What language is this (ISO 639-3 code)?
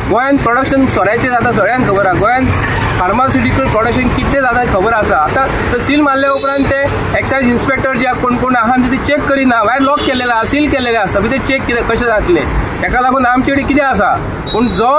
kok